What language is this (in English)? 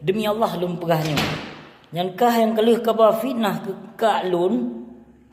Achinese